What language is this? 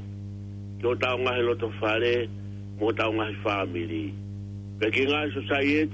Tongan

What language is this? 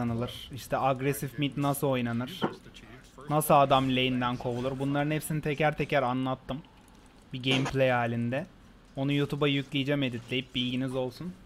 Turkish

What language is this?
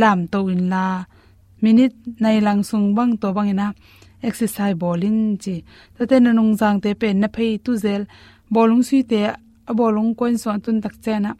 Tedim Chin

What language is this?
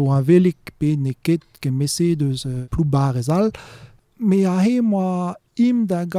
Breton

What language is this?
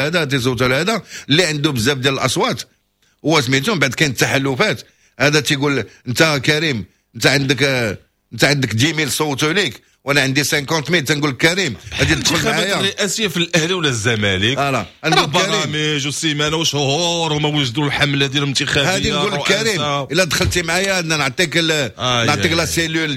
Moroccan Arabic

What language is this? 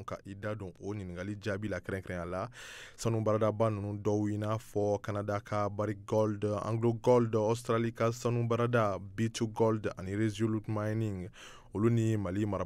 Bambara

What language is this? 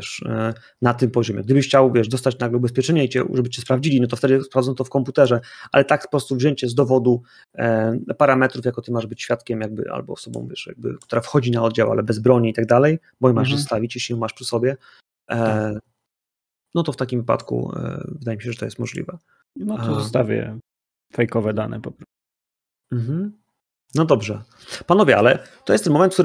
Polish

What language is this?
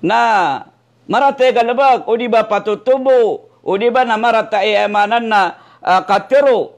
Maranao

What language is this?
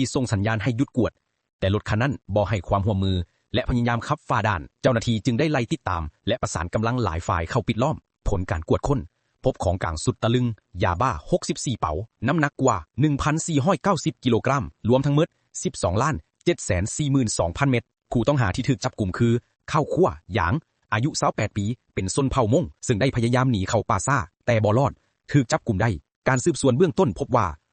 Lao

